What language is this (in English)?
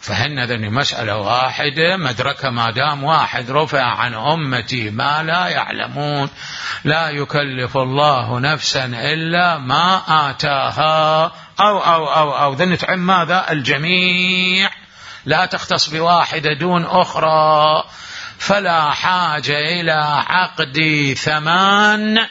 Mesopotamian Arabic